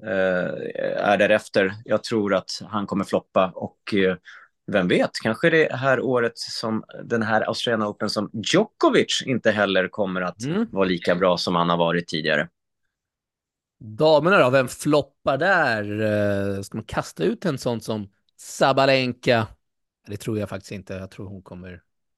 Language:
Swedish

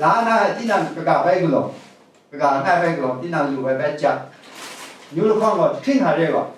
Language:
Kachin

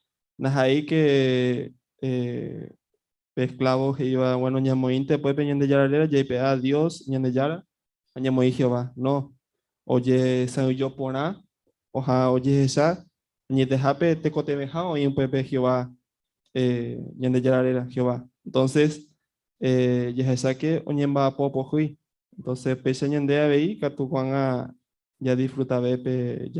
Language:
Guarani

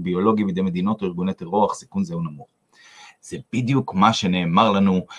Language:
Hebrew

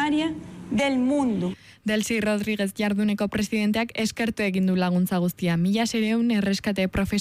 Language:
Basque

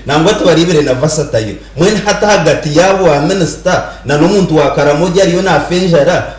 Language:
Nyankole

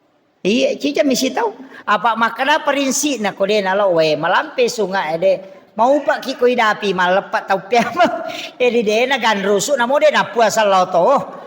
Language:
Buginese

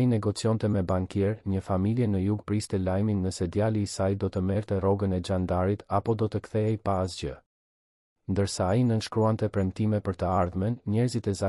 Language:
Albanian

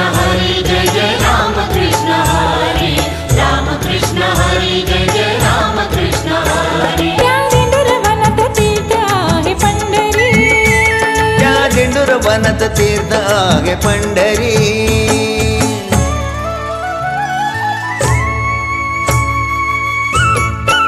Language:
Marathi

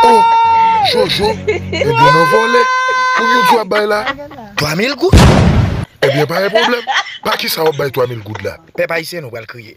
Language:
Haitian Creole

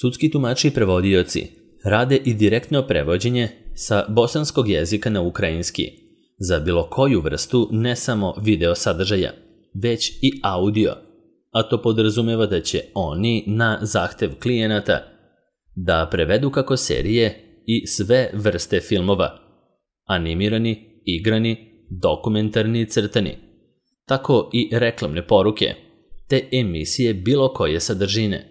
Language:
Serbian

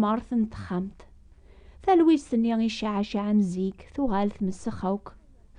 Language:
Kabyle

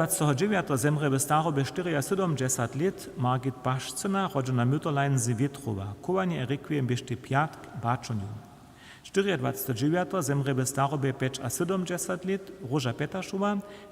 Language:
Upper Sorbian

